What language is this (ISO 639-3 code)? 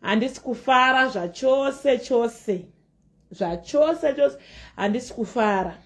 sna